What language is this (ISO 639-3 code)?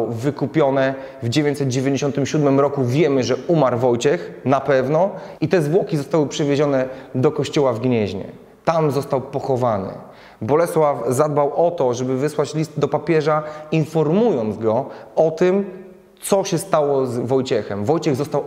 pol